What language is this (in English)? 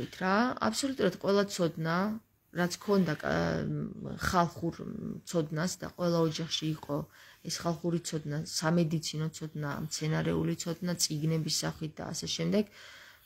Georgian